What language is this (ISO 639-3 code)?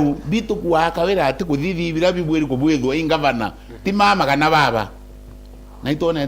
mer